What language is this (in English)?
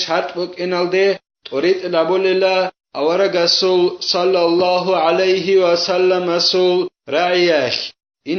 Avaric